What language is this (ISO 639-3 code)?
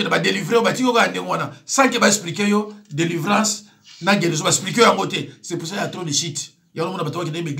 lin